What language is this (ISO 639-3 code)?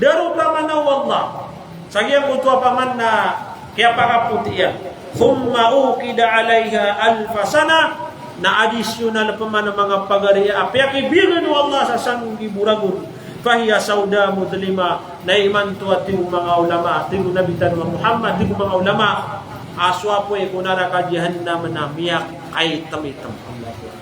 mrw